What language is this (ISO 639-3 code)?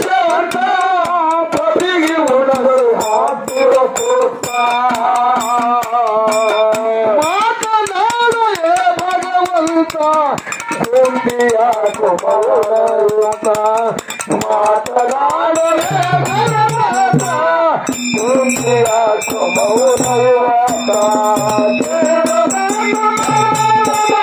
kan